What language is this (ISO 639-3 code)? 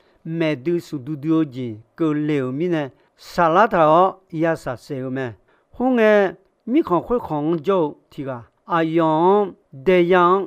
ahk